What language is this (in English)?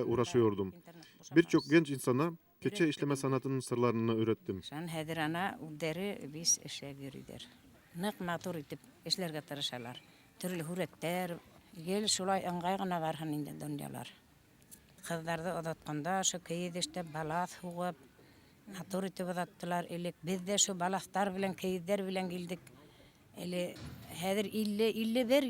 Bashkir